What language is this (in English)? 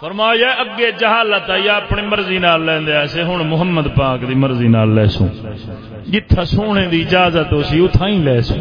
Saraiki